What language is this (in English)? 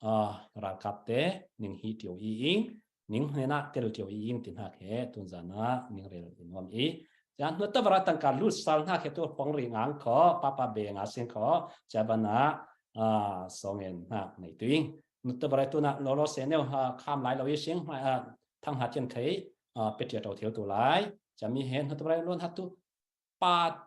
Falam Chin